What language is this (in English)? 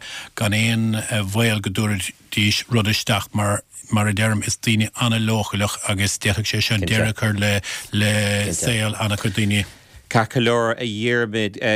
Irish